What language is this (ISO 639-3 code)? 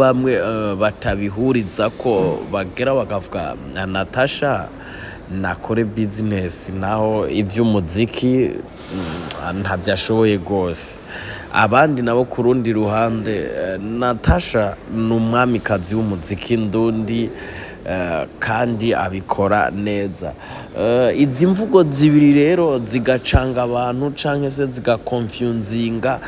run